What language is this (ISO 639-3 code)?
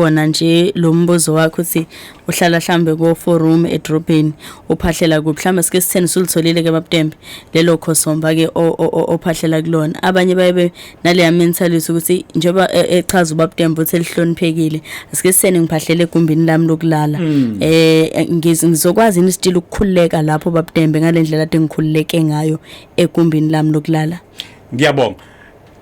zul